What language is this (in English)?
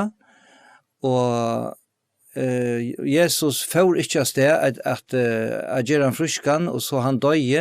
Faroese